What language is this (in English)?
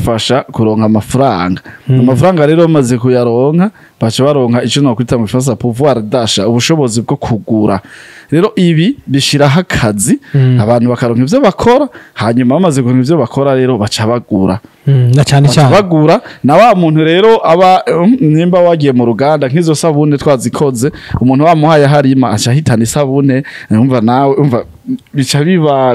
Rundi